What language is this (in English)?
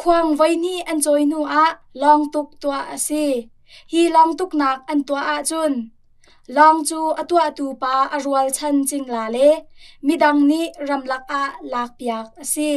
Hakha Chin